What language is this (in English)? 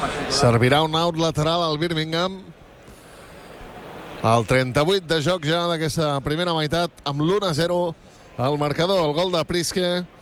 Catalan